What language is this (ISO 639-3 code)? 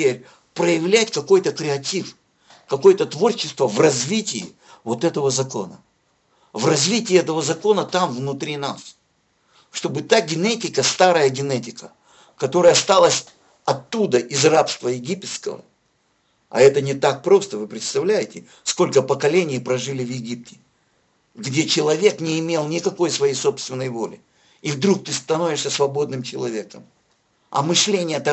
rus